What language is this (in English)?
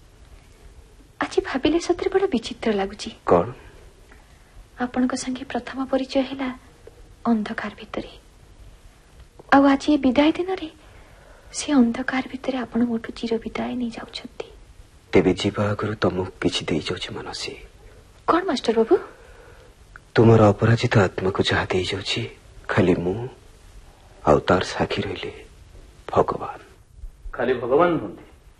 Odia